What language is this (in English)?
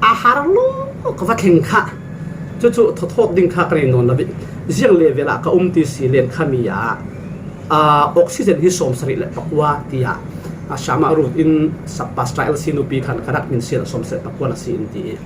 Falam Chin